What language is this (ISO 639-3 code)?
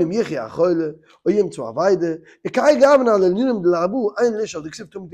yid